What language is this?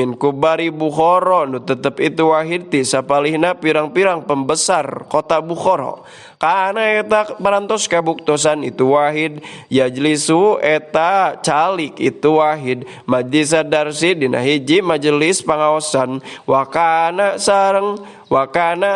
Sundanese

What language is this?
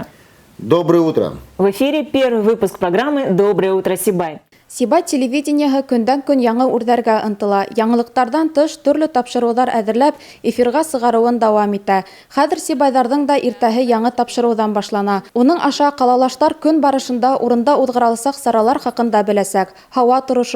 Bashkir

